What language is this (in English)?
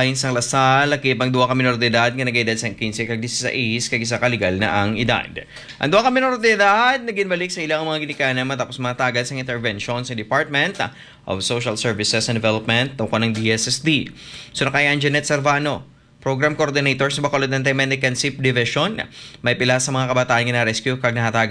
Hiligaynon